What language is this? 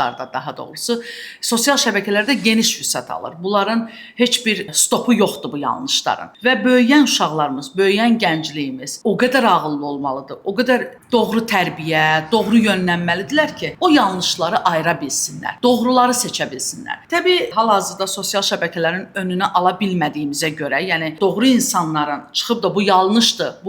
Azerbaijani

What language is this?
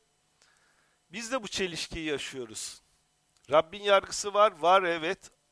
Turkish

